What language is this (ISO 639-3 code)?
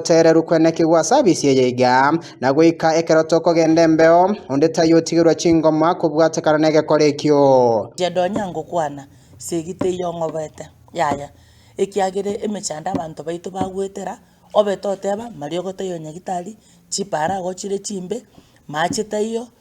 guz